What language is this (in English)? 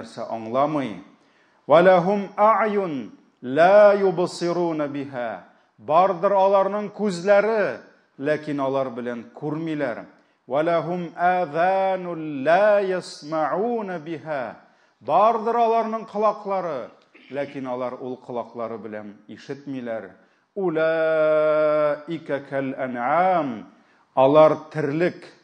Tatar